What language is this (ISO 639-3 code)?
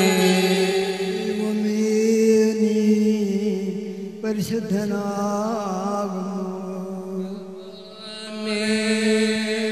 mal